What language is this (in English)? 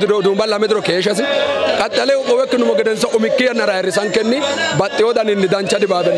Sidamo